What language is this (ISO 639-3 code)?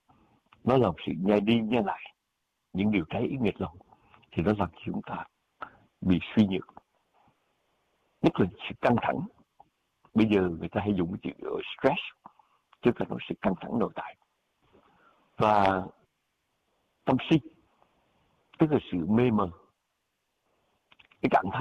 vie